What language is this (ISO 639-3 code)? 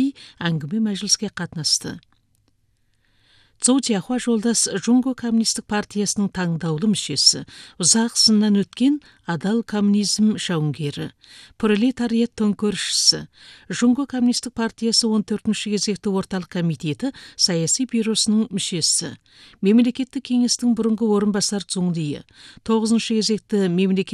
kaz